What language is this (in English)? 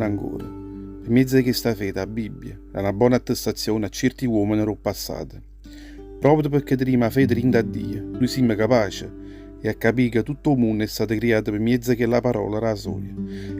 Neapolitan